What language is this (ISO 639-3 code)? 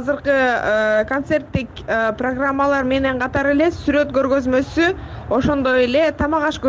kir